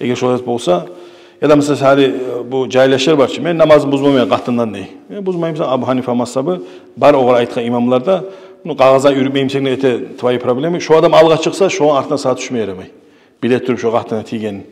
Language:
Kumyk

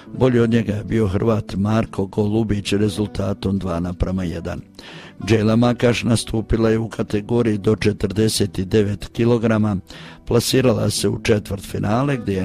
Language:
Croatian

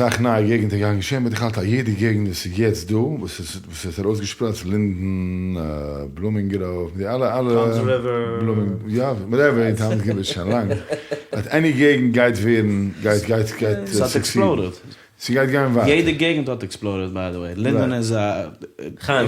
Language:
Yiddish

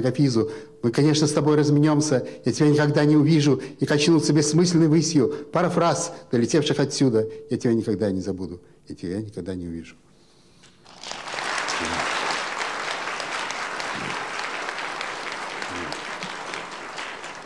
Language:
Russian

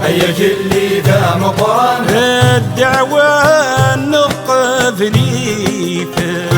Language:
Kabyle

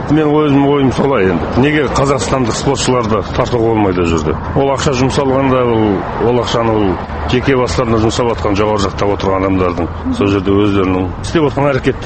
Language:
Kazakh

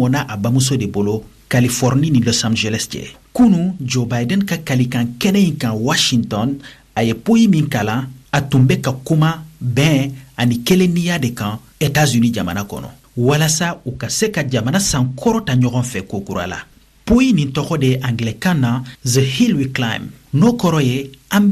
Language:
Bambara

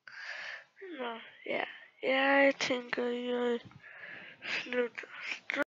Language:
Danish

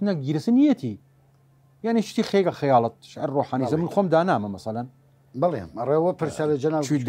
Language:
Southern Kurdish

